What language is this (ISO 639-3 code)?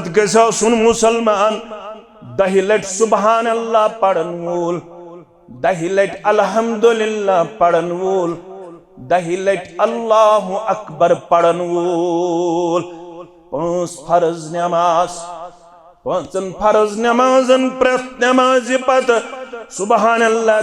kas